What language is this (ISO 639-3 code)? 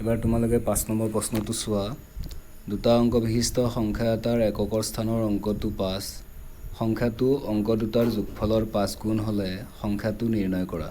asm